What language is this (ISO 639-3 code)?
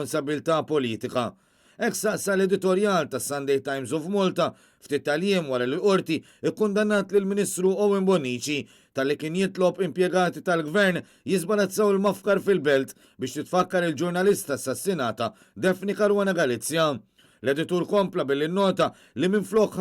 mlt